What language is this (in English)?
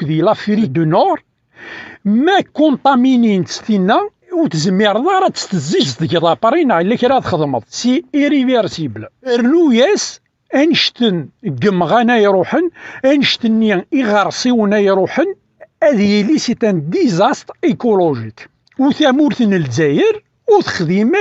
Kabyle